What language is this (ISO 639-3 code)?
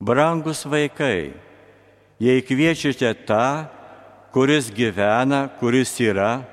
lit